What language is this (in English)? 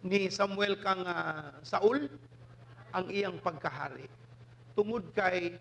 Cebuano